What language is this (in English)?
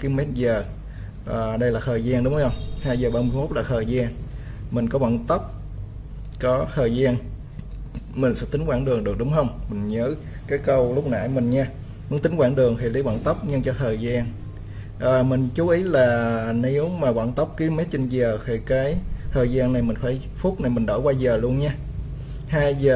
Vietnamese